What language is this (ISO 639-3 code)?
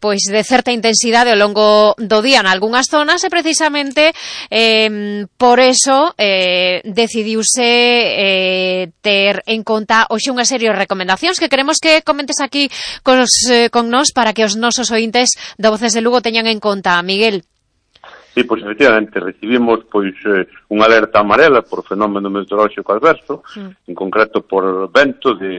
glg